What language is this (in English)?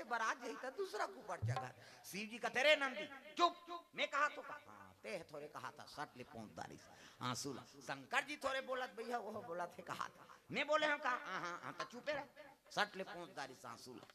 Chhattisgarhi